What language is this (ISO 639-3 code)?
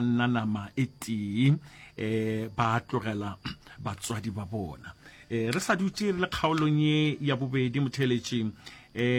nso